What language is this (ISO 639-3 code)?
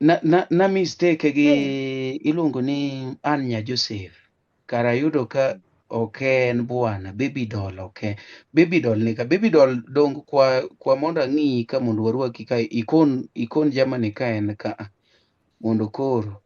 luo